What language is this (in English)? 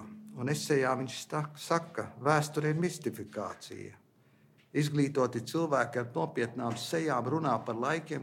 Latvian